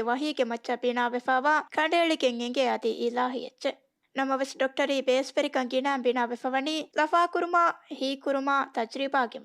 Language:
Divehi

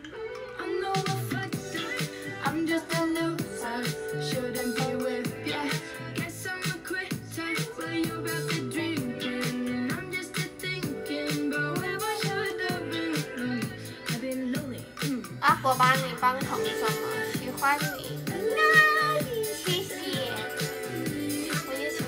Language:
Chinese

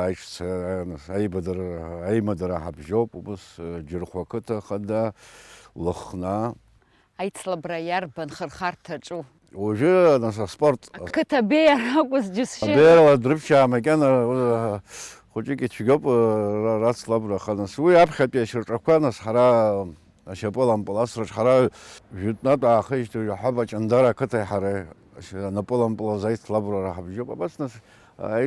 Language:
Abkhazian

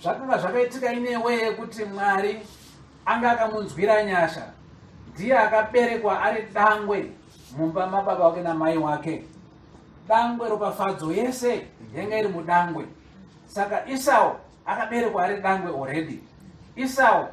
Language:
Shona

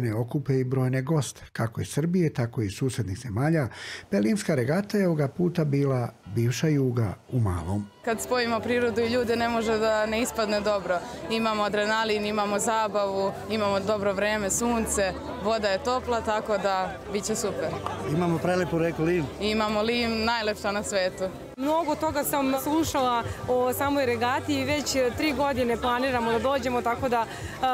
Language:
Serbian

